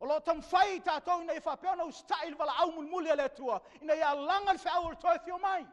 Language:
Samoan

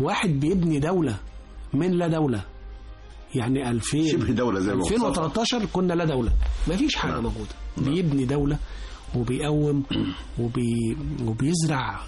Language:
Egyptian Arabic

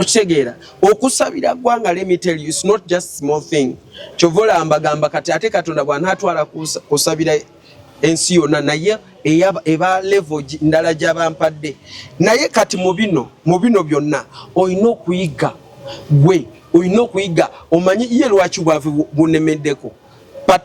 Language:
Ganda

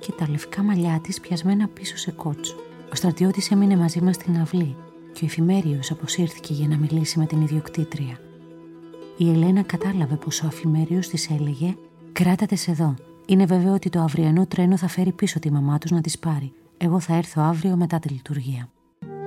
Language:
Greek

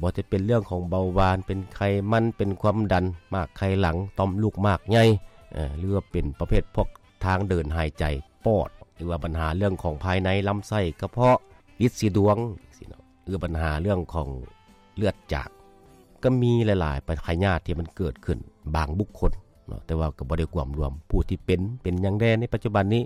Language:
Lao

